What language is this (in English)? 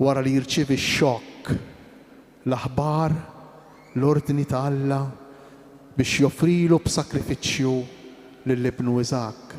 Maltese